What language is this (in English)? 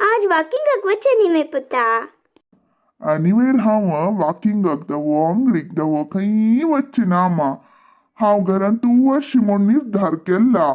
Konkani